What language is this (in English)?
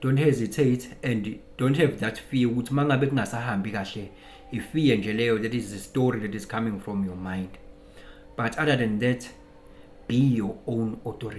Zulu